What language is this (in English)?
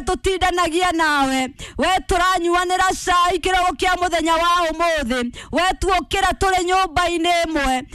Kikuyu